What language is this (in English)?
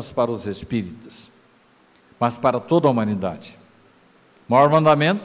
Portuguese